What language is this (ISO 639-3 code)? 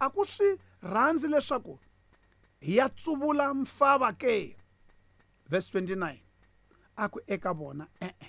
tso